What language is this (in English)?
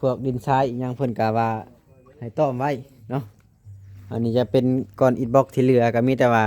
Lao